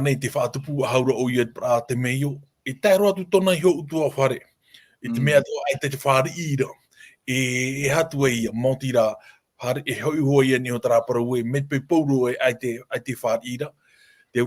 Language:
Tahitian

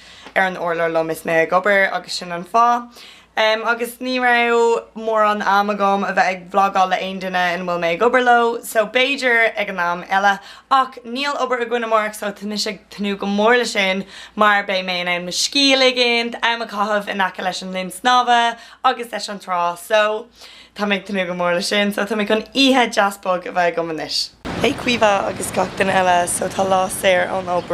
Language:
Irish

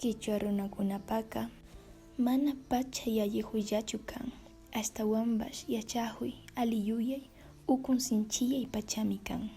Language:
Imbabura Highland Quichua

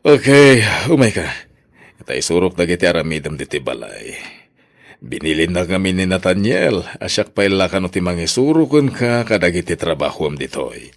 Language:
Iloko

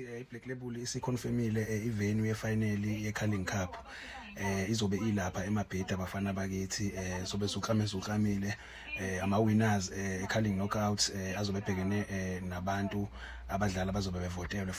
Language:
Zulu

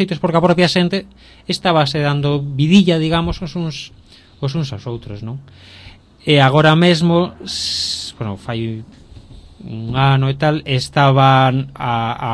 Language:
Galician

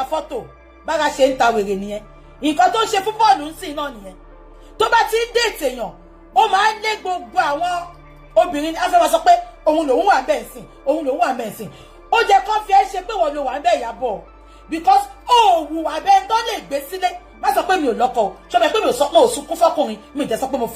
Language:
Yoruba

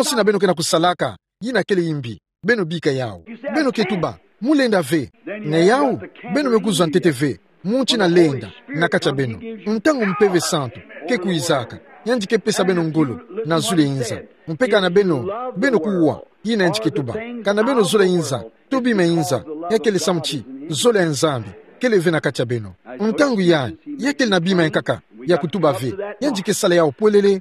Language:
Kituba (Democratic Republic of Congo)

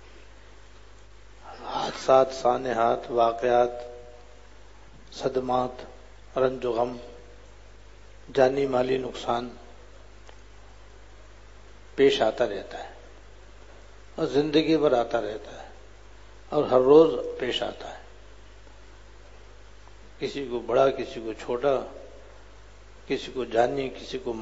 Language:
Urdu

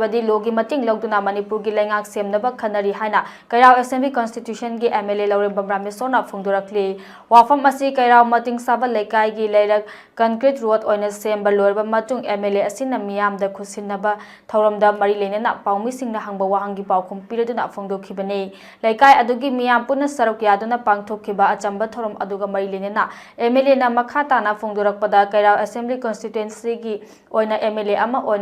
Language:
Manipuri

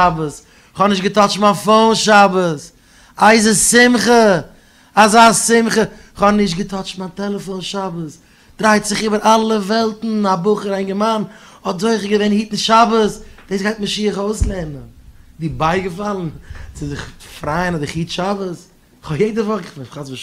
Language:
Yiddish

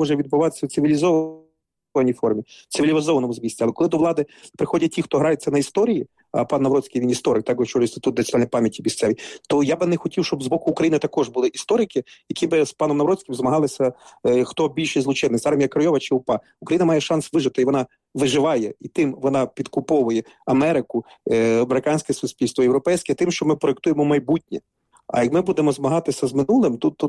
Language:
Ukrainian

